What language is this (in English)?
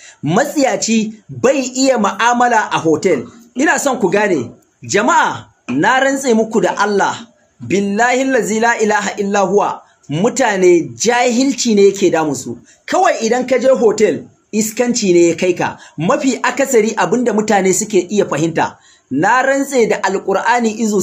Hausa